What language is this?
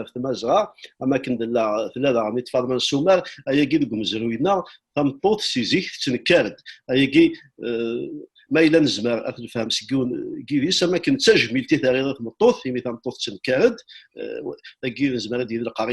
Kabyle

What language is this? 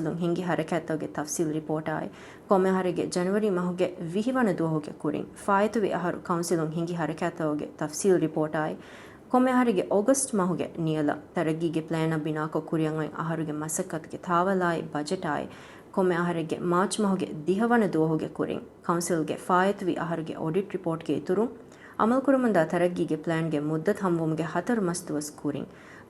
Divehi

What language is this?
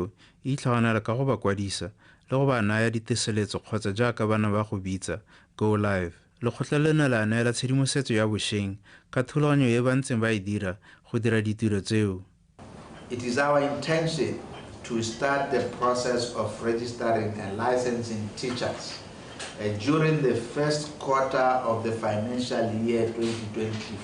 Tswana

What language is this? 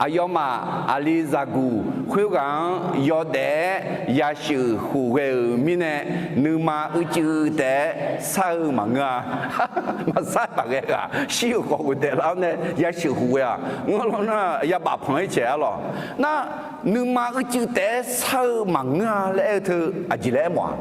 Akha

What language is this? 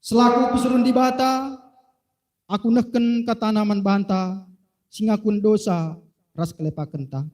Batak Karo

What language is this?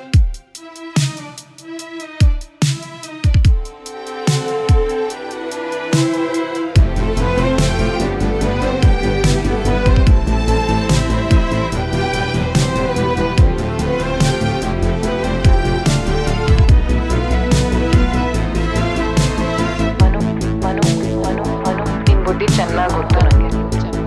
Kannada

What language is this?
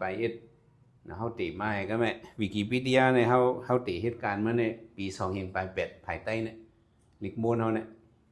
Shan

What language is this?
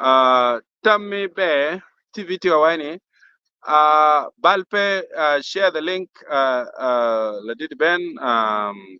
Acoli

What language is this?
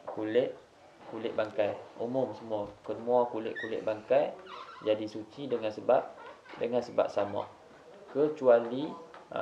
Malay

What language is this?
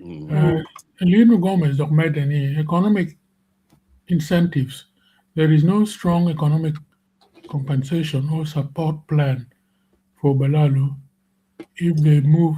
Acoli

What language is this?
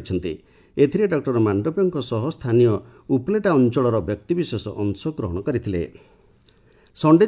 Odia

